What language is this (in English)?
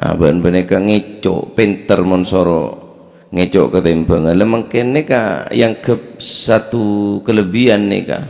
Madurese